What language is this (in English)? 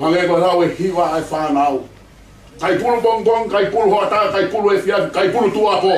Tongan